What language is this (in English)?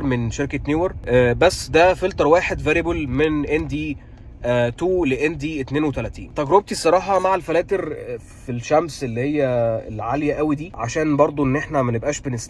Egyptian Arabic